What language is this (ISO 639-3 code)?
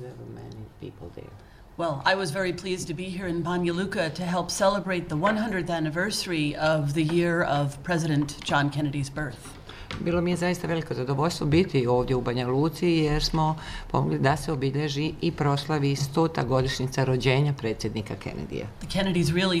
bos